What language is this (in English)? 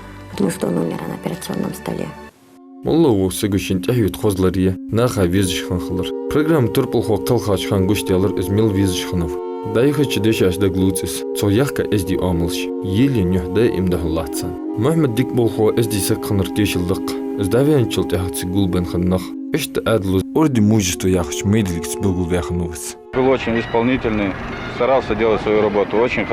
Ingush